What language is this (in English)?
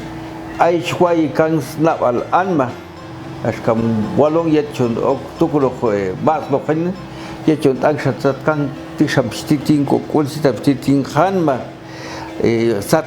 Popti'